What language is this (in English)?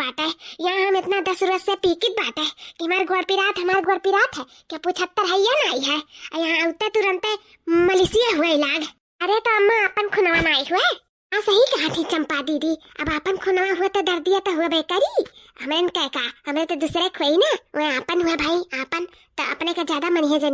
Awadhi